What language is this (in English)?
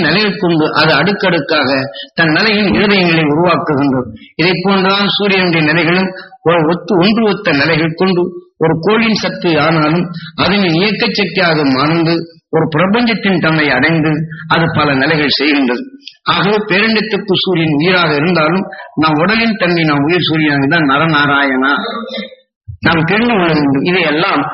Tamil